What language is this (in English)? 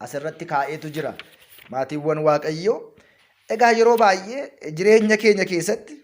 Oromo